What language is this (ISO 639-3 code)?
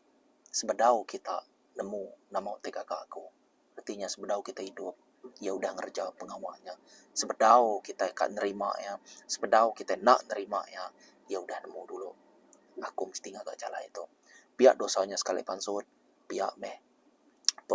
iba